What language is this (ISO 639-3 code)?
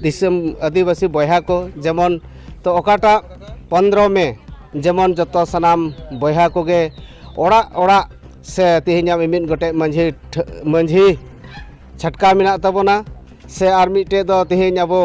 sat